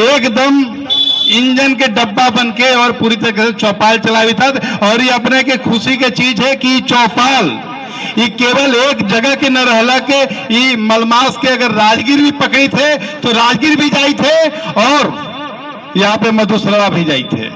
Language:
Magahi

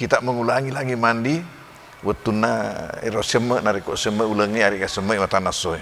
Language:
Buginese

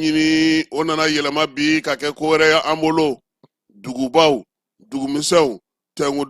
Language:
Bambara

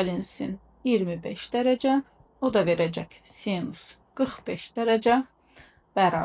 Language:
Azerbaijani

